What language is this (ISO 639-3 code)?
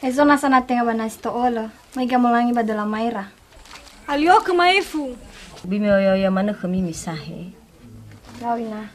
nia